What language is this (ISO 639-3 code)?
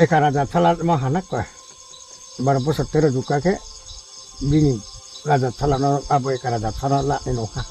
ria